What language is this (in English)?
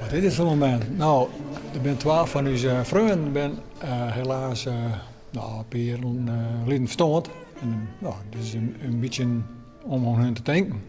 Western Frisian